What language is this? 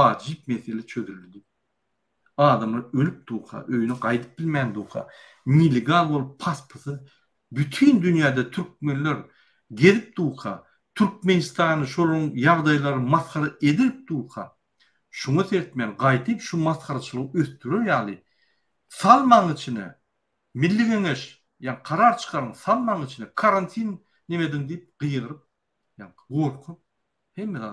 Turkmen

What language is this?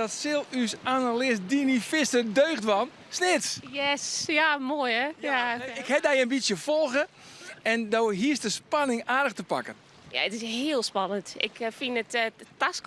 Western Frisian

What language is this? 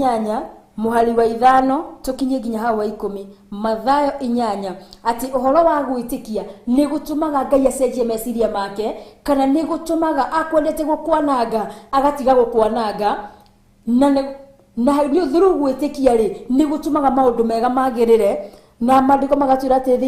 Kikuyu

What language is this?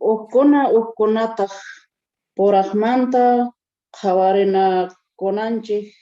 South Bolivian Quechua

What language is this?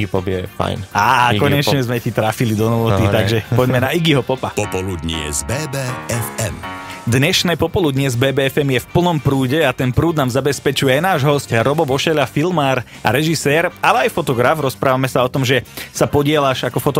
Slovak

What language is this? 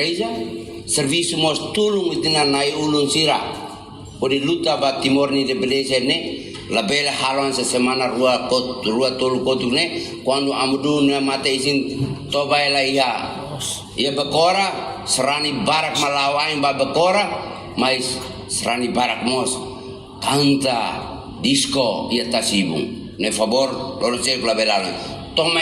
Tetum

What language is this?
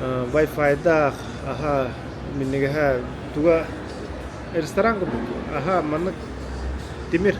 Yakut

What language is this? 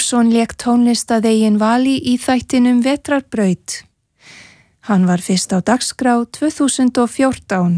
Icelandic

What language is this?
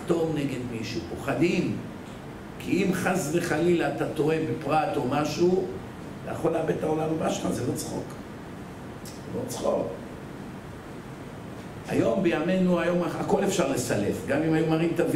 Hebrew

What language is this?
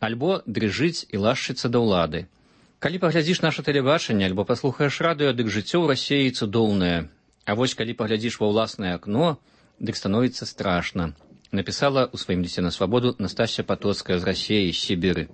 Belarusian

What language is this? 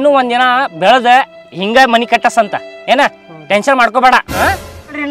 Kannada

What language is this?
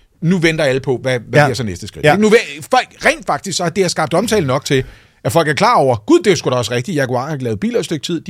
Danish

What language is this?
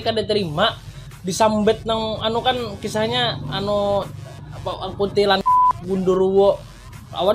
Banjar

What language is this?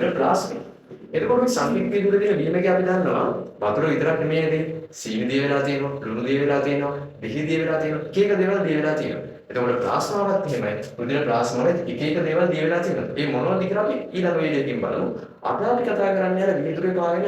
Sinhala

